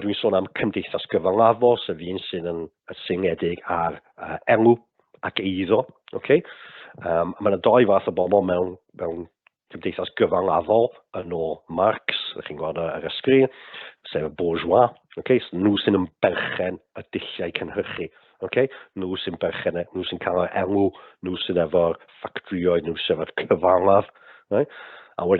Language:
Welsh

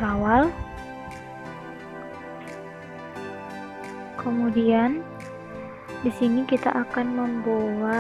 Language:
Indonesian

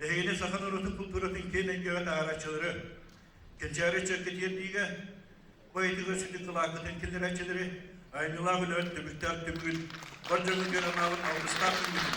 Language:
Yakut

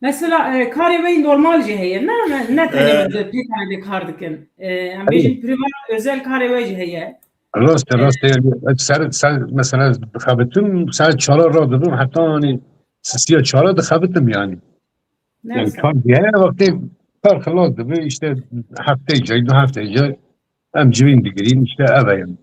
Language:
Kurdish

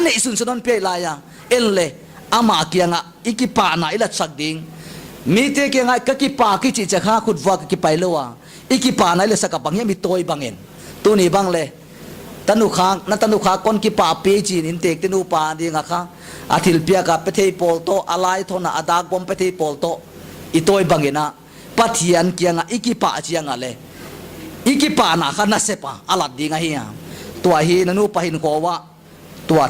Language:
Paite Chin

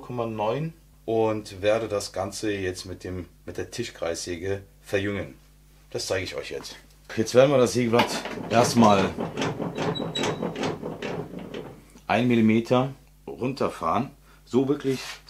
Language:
German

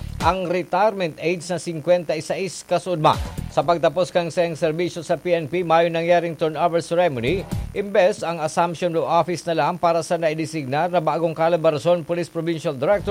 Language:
Bikol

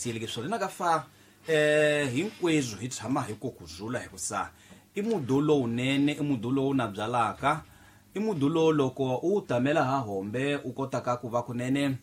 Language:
Tsonga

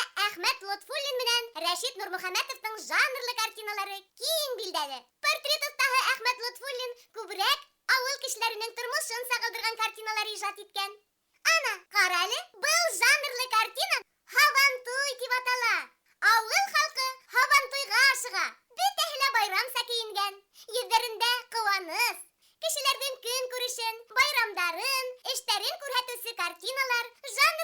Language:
Bashkir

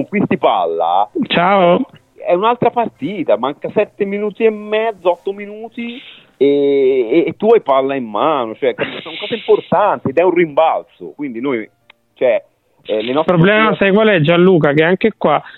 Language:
Italian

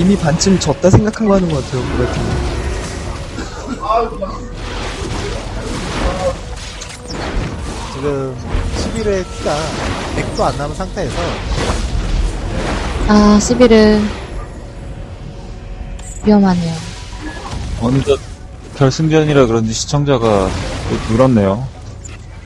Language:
Korean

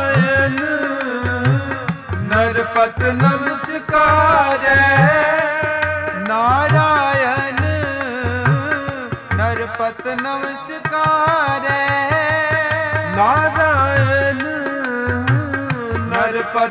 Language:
Punjabi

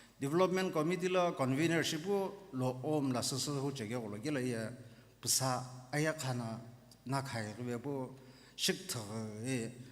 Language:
Sumi Naga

